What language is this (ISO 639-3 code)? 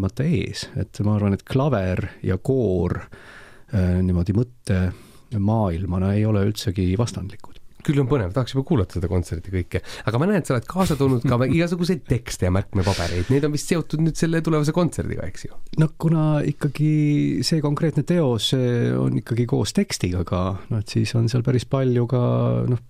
est